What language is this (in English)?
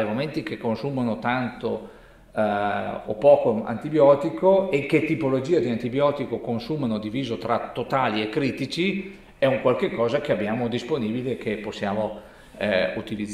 Italian